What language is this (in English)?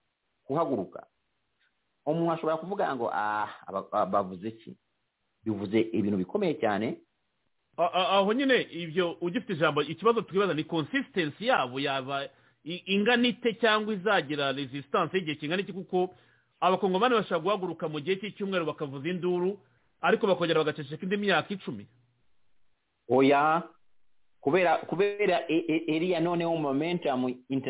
Kinyarwanda